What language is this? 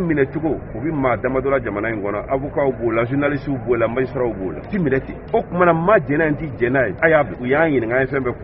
Bambara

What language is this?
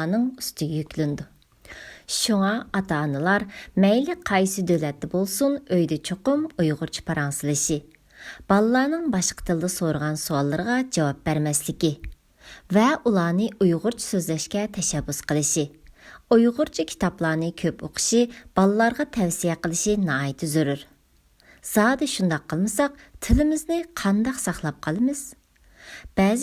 Uyghur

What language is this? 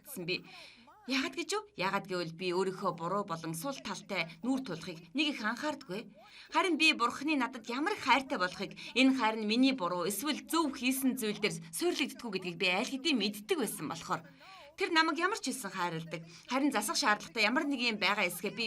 Mongolian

